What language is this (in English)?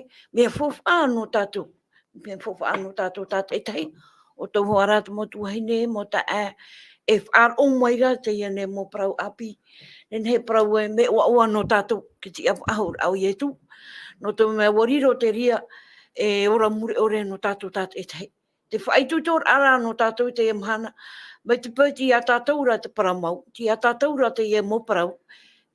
Tahitian